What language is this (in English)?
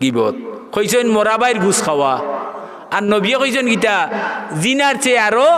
Sylheti